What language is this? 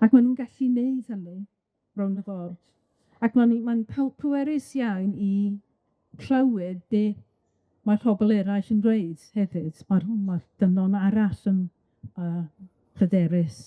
Welsh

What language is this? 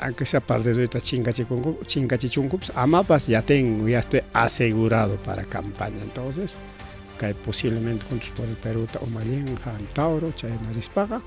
Ayacucho Quechua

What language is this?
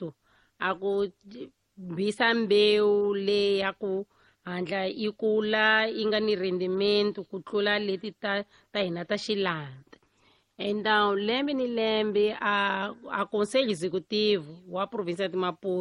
Tsonga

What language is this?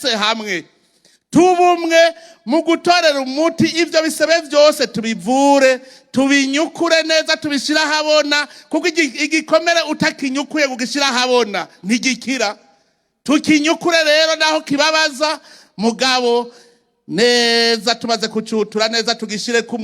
Rundi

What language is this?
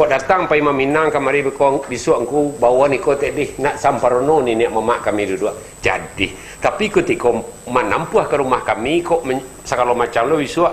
Minangkabau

